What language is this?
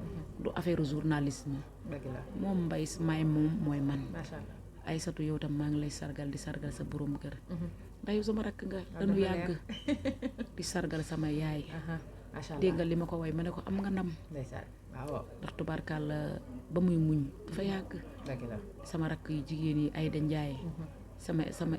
Wolof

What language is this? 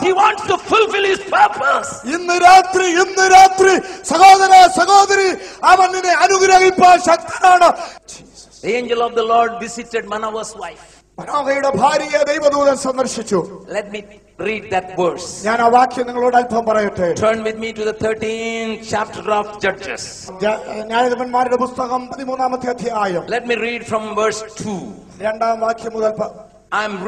Malayalam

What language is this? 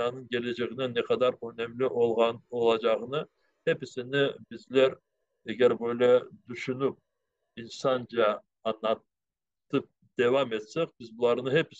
Crimean Tatar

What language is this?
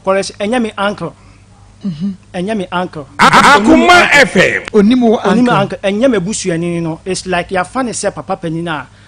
Akan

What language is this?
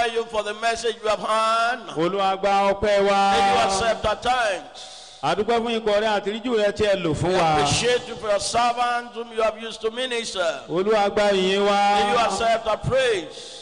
Yoruba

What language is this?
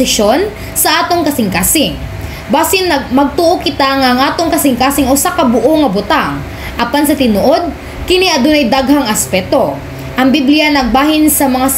Cebuano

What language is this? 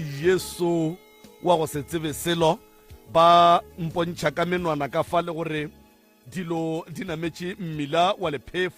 Northern Sotho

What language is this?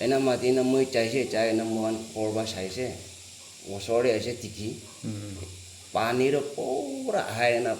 Naga Pidgin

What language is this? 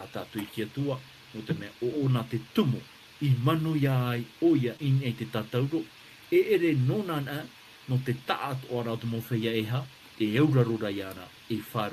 Tahitian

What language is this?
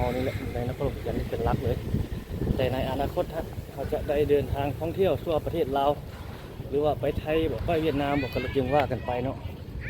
Lao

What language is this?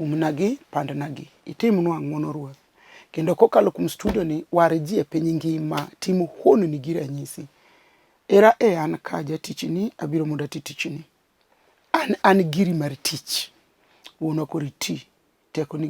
Luo (Kenya and Tanzania)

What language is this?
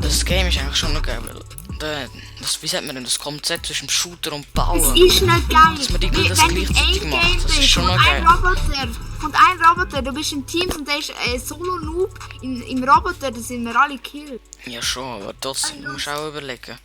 Swiss German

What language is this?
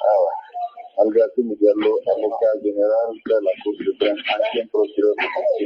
Fula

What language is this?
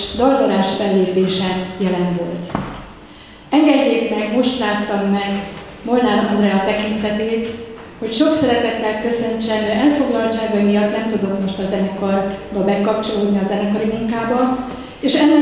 Hungarian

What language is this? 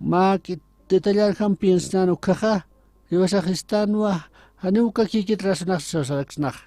Aymara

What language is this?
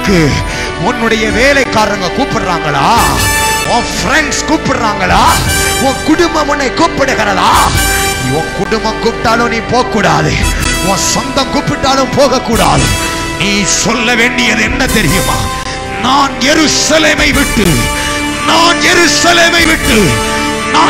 Tamil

